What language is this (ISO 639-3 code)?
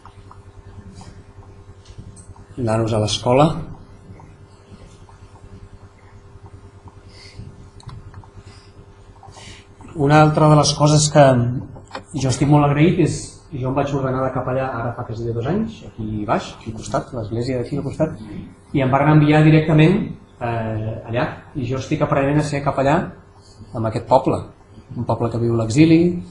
cat